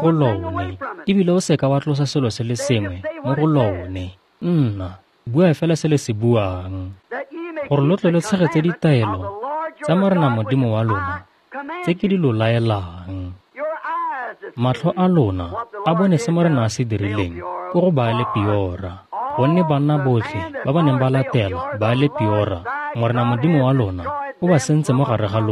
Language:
Tswana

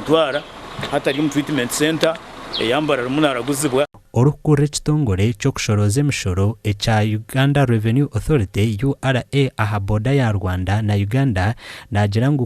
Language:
Nyankole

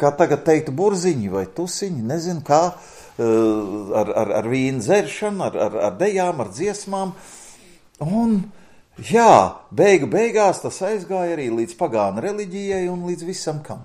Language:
Latvian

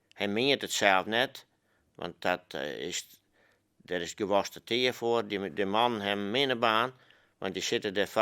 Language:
Western Frisian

